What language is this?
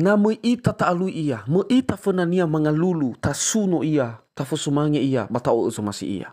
Nias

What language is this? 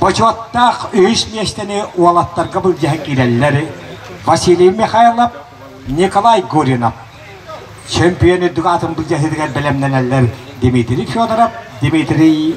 Yakut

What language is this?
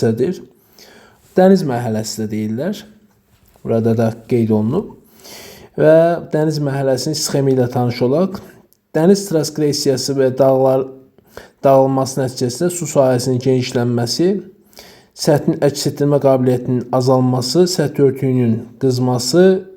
Azerbaijani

